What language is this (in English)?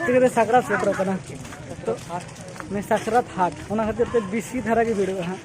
Santali